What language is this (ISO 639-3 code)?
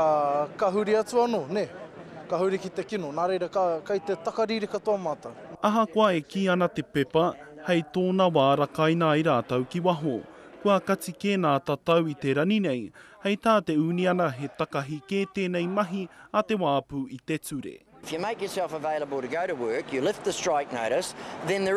mri